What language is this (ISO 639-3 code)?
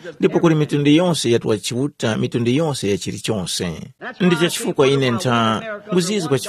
tum